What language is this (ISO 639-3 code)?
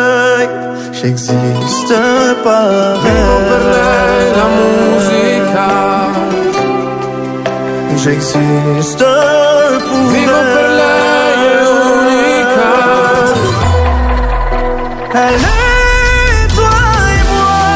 fra